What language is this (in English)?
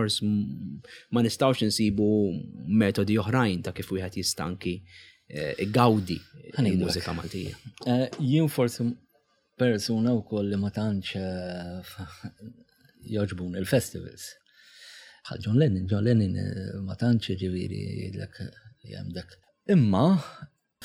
Maltese